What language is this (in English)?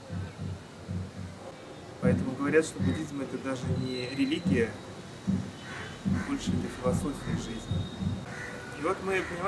Russian